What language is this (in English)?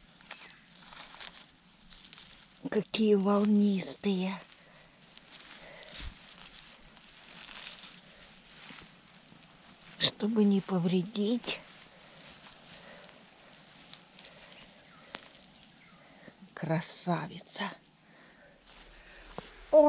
Russian